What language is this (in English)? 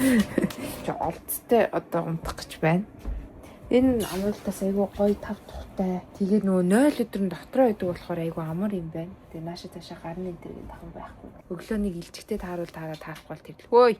Mongolian